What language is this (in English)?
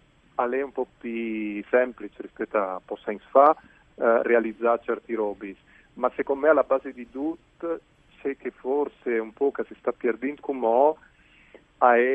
Friulian